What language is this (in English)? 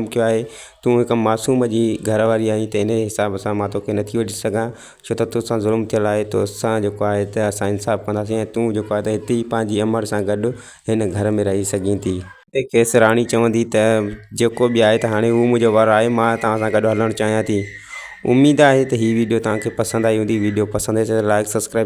Sindhi